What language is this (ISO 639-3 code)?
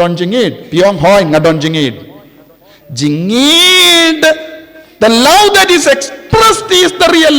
kha